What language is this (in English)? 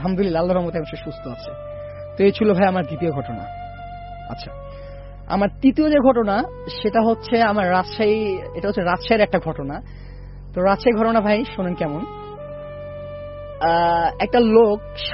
Bangla